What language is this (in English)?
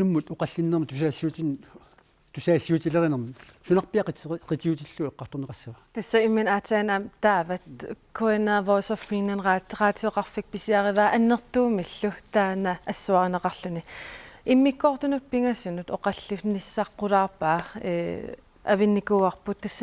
Kalaallisut